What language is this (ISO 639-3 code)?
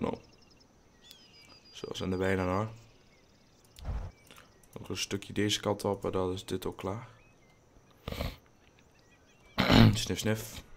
nld